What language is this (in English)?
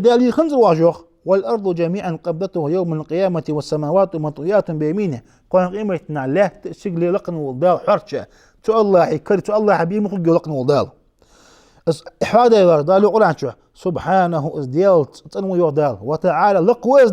Ingush